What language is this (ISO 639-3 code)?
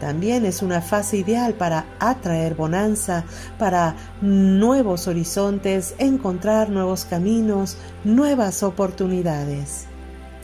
spa